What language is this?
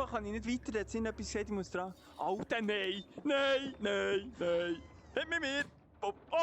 Swiss German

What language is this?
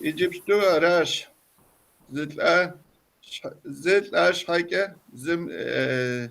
Kabardian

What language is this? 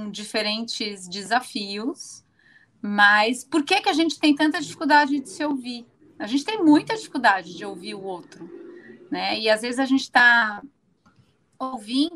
Portuguese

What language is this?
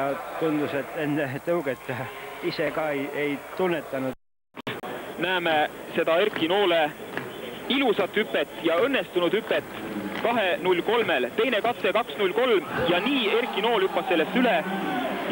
Estonian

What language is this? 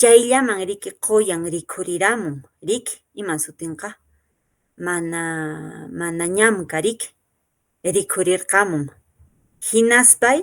Quechua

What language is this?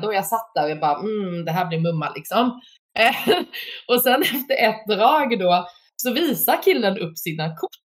Swedish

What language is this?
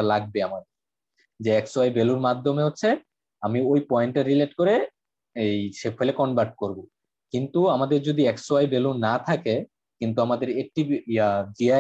Bangla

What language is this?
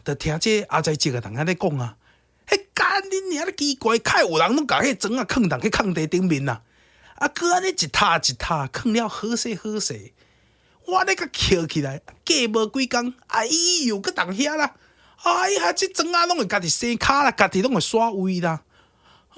Min Nan Chinese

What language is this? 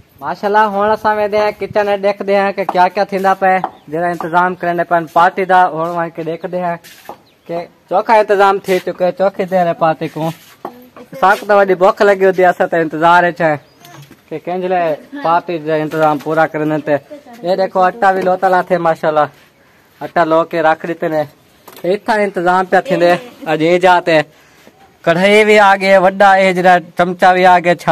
Saraiki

